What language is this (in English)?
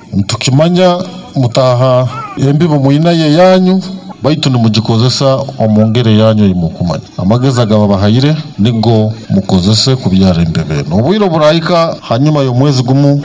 Nyankole